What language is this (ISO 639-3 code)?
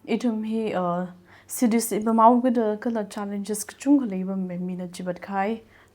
nmf